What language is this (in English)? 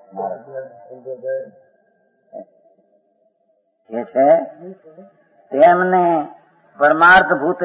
Gujarati